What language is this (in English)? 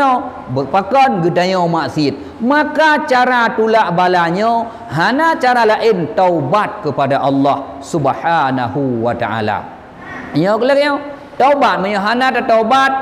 Achinese